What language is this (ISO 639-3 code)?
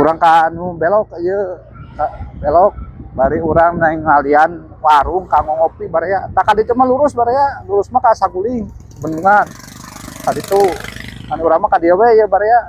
sun